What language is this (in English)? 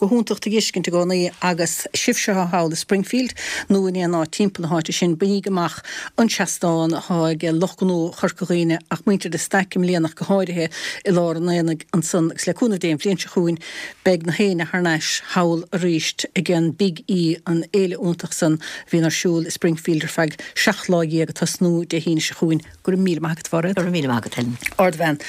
Irish